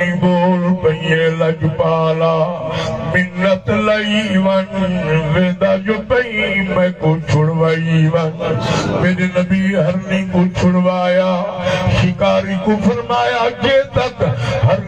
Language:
Saraiki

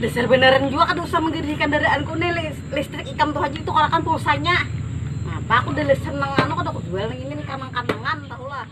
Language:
Banjar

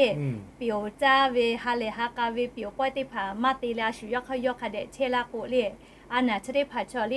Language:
Lahu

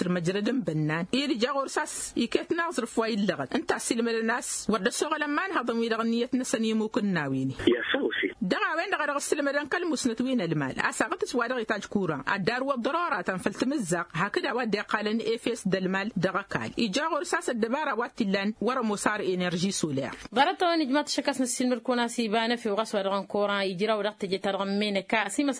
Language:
Tamasheq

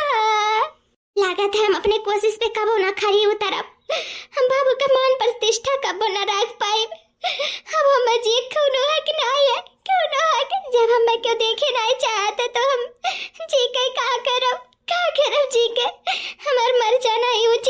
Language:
Awadhi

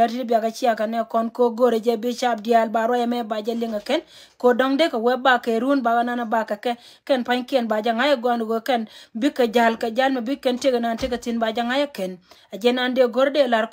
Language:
Nuer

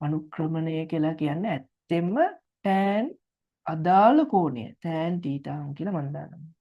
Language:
Sinhala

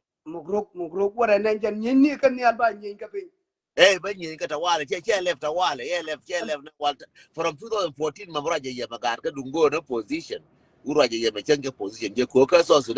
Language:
Nuer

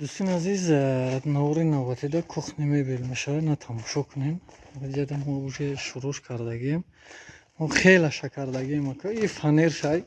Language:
Tajik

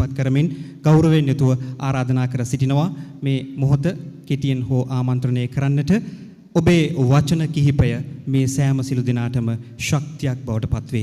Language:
Sinhala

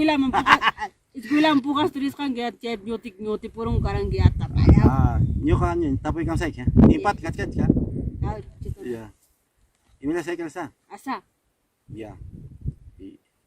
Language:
Ayacucho Quechua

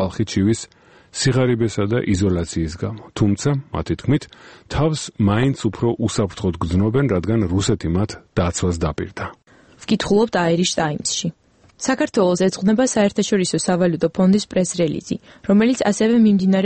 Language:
Georgian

